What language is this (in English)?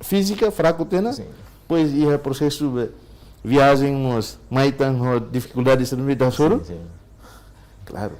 Tetum